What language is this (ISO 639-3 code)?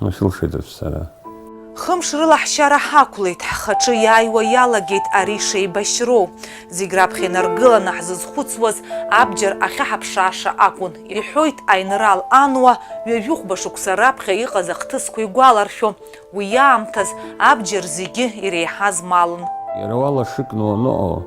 abk